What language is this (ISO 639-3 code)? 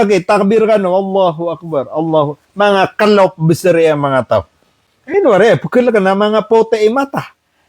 mrw